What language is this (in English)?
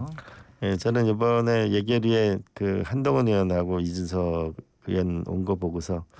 Korean